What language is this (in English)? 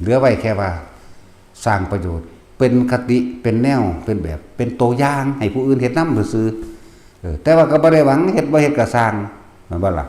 Northeastern Thai